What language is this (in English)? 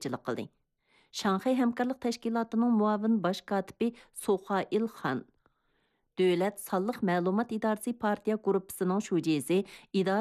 Uyghur